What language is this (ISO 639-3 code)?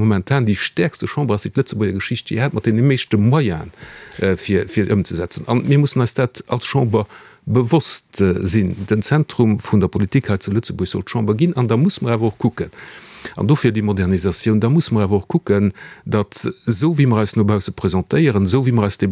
ltz